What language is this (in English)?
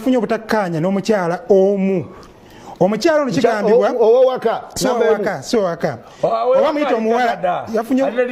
Ganda